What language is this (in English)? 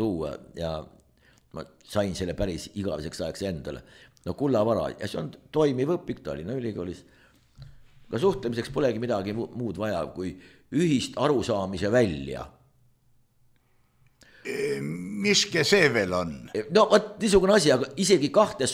Estonian